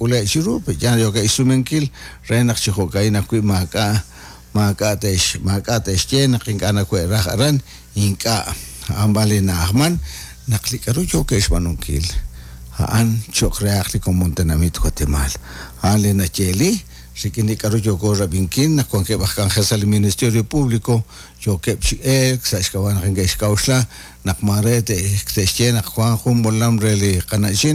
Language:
Kekchí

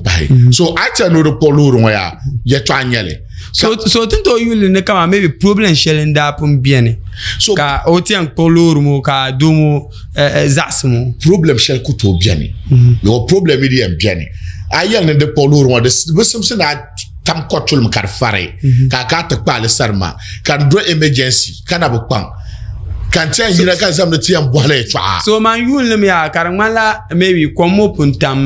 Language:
Dagbani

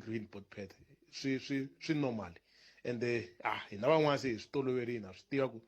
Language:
Tsonga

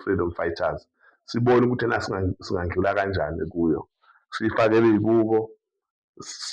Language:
Zulu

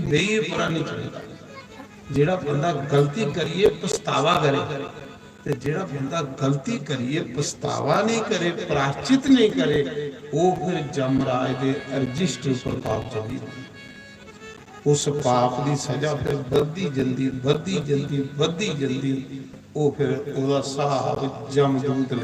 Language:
Dogri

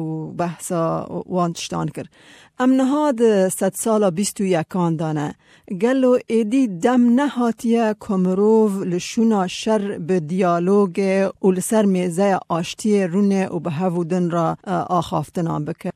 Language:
Kurdish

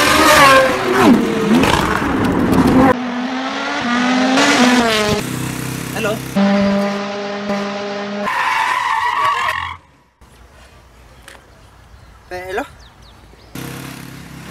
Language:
Swahili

